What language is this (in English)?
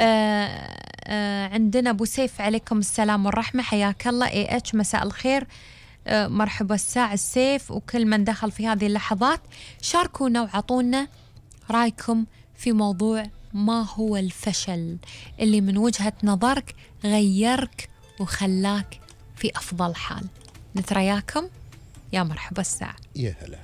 Gulf Arabic